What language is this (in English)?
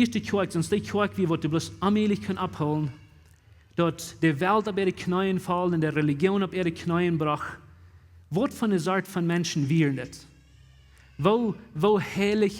Plautdietsch